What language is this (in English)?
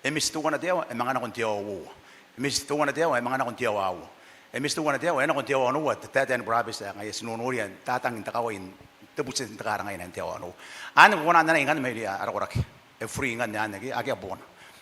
Gilbertese